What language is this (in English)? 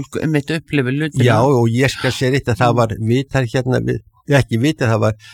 Icelandic